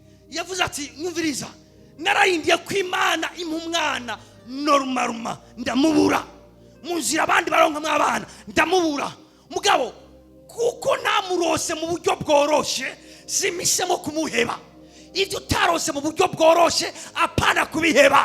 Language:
Rundi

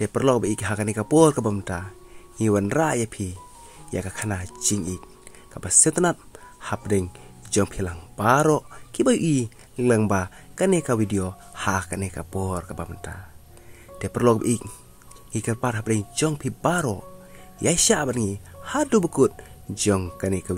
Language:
Khasi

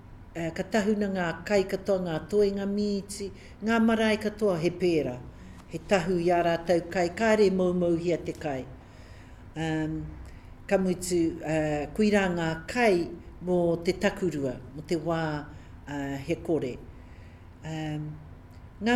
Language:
Māori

